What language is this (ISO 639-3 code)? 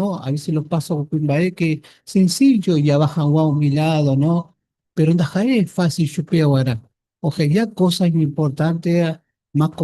grn